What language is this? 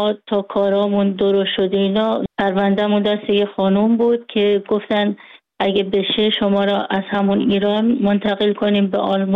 Persian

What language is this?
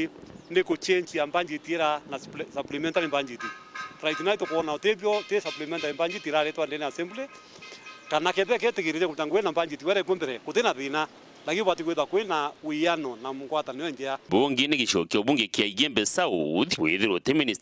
Meru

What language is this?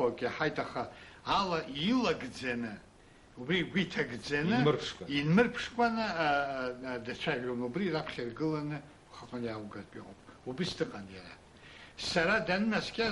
Abkhazian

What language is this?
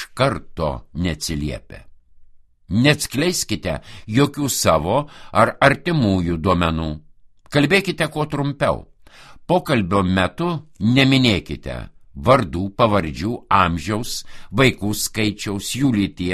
Lithuanian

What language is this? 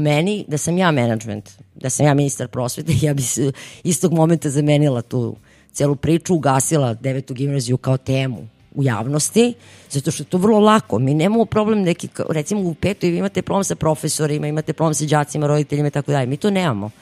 Serbian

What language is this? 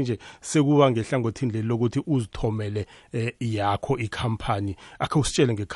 South Ndebele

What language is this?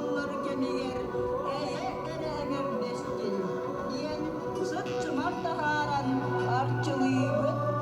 Yakut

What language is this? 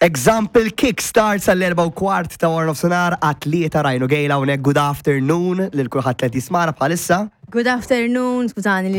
Maltese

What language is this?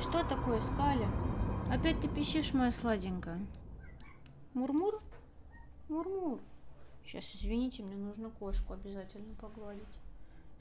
Russian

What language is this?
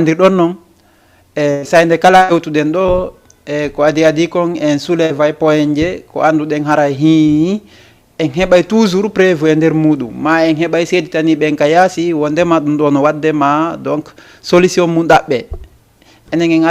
Fula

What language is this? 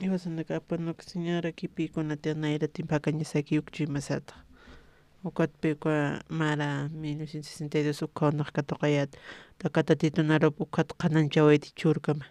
Aymara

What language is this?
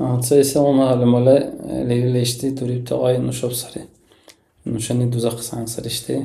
Dargwa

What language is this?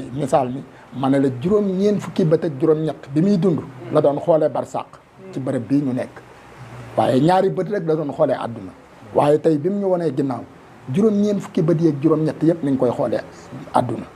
Wolof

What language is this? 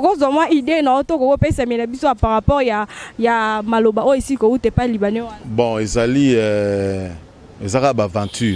Lingala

